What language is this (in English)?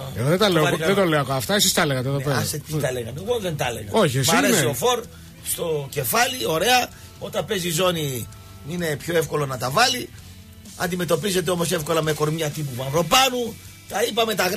Greek